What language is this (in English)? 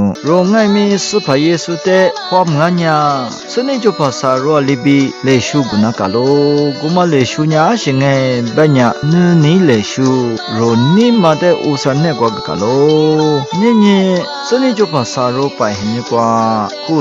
Lisu